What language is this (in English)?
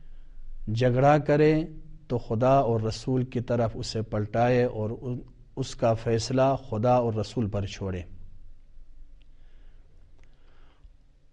Urdu